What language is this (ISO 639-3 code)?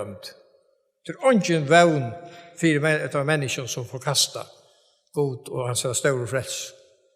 fao